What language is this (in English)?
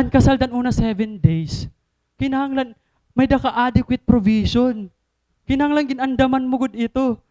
Waray